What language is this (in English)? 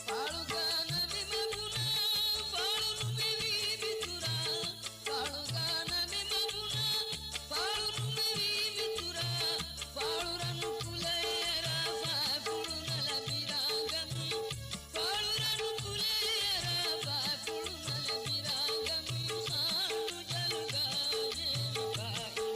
Divehi